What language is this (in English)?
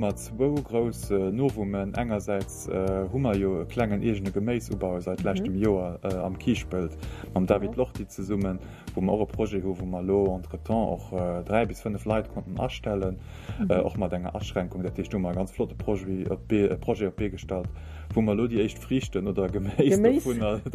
Luxembourgish